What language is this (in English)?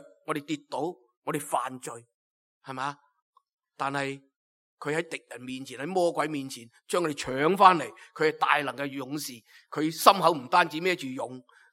Cantonese